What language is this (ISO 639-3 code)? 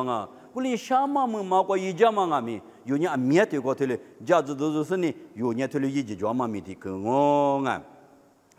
lis